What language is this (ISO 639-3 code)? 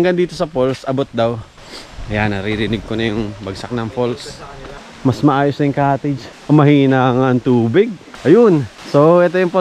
fil